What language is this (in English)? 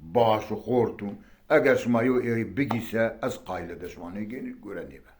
Zaza